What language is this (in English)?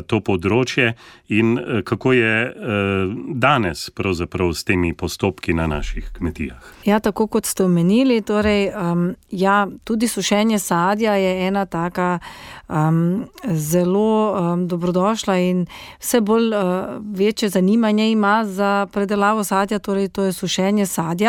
Slovenian